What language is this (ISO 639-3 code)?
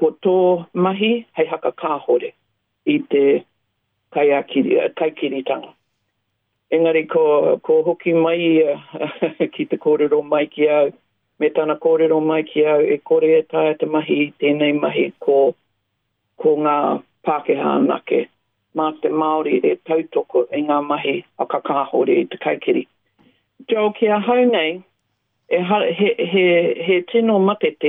mri